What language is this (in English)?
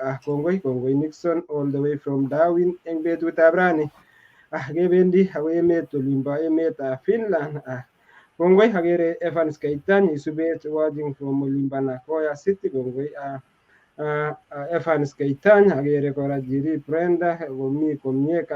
Kalenjin